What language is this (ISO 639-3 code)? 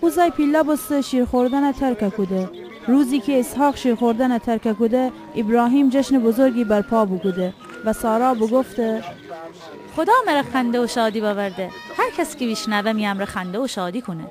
glk